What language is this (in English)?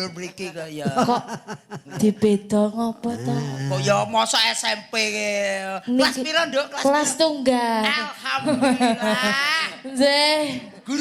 Javanese